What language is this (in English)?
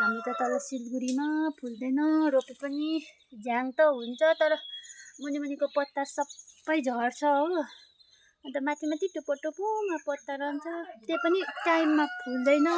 Nepali